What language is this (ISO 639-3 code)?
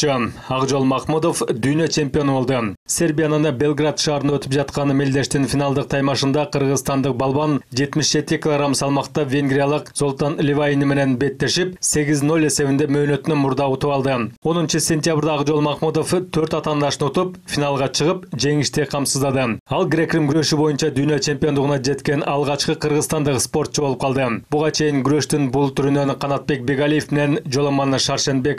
kir